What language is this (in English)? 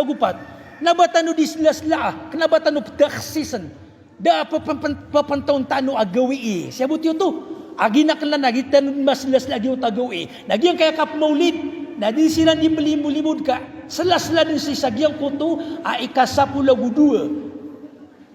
Maranao